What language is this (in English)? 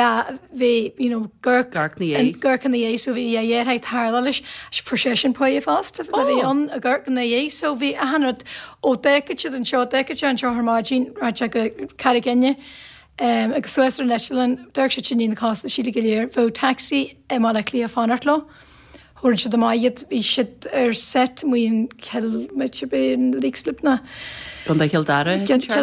Irish